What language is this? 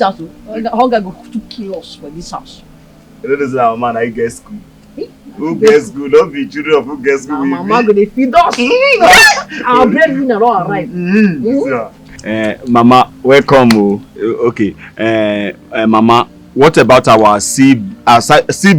Nigerian Pidgin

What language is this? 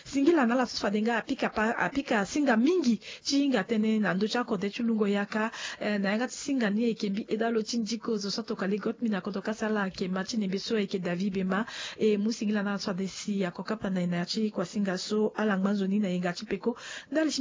Sango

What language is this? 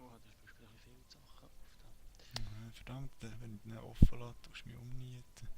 Swiss German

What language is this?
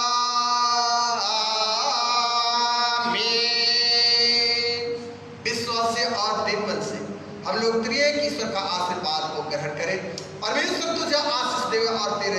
Hindi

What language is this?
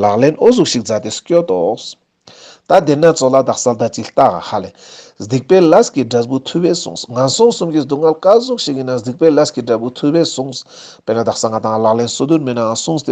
Ladakhi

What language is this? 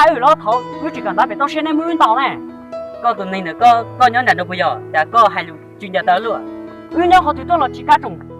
Hmong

